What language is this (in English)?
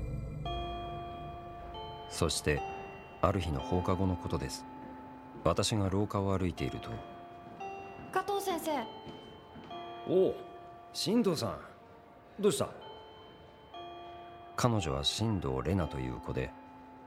Japanese